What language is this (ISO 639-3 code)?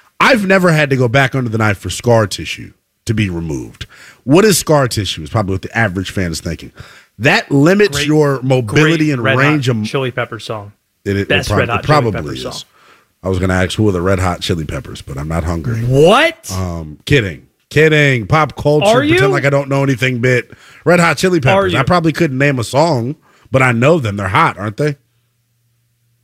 eng